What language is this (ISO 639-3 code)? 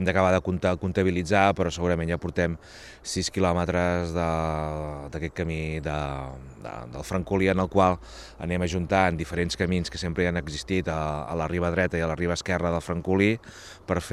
cat